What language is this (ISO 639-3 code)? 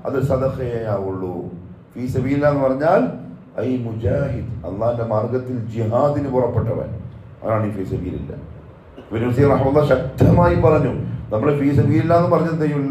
mal